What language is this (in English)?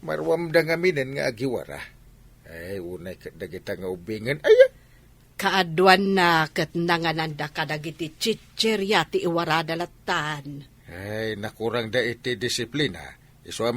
Iloko